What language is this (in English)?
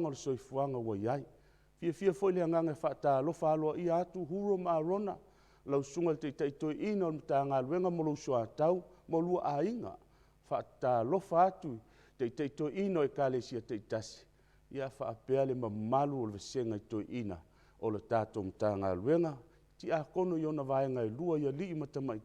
Samoan